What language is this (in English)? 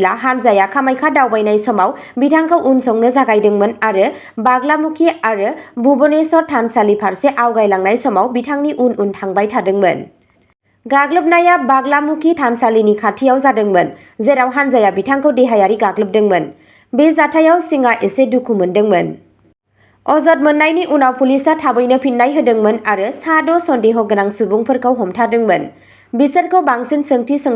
Bodo